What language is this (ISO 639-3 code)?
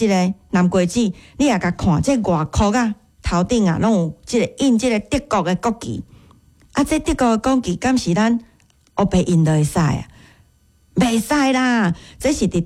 nan